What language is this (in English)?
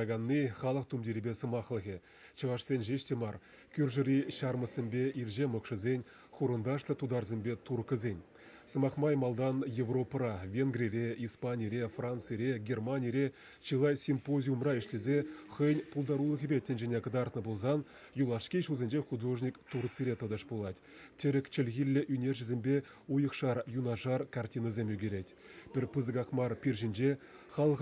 Chuvash